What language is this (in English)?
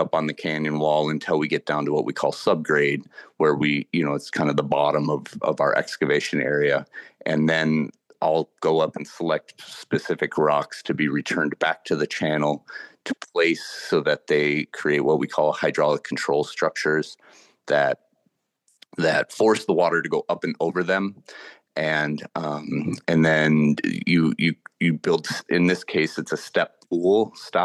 English